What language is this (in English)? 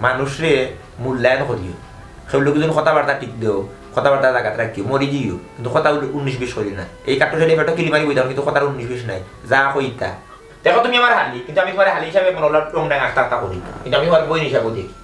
Sylheti